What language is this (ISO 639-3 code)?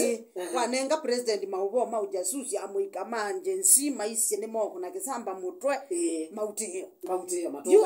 kam